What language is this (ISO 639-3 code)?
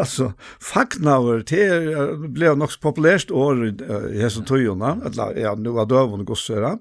fao